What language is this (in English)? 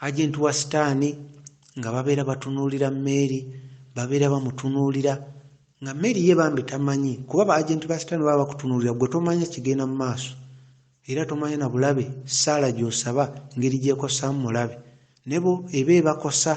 Ganda